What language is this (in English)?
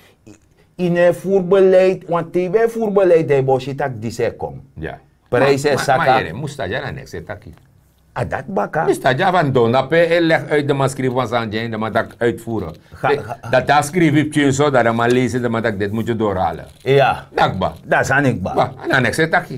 Sranan Tongo